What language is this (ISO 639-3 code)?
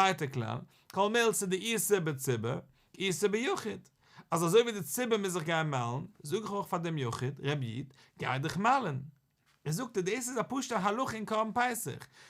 yid